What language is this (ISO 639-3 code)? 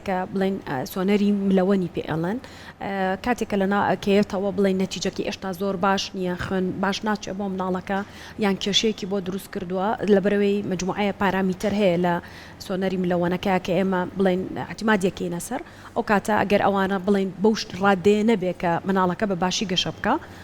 ckb